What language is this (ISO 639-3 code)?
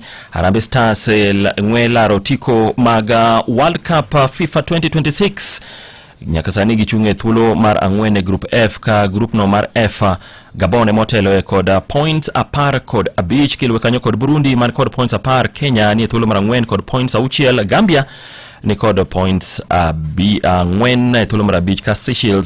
luo